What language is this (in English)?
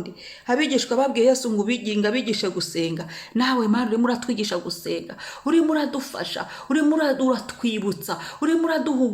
Kinyarwanda